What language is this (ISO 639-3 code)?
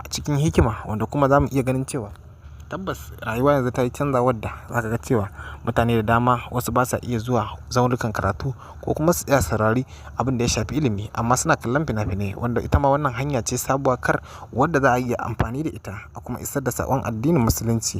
hau